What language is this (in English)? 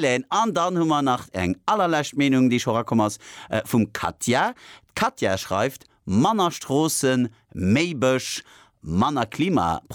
Luxembourgish